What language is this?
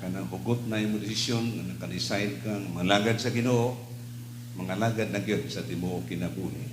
Cebuano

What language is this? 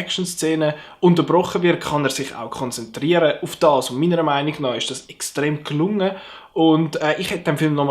Swiss German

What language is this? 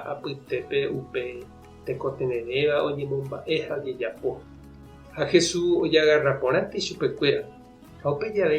Guarani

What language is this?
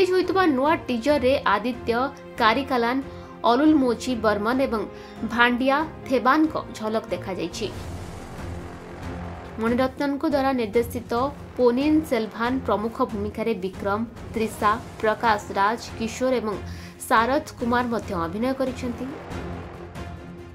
Odia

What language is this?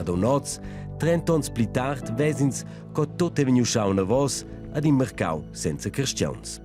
Romansh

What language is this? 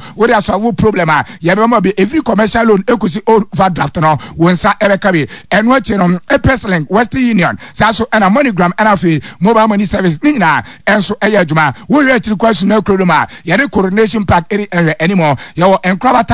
Akan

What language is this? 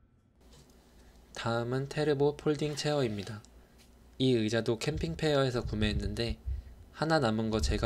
Korean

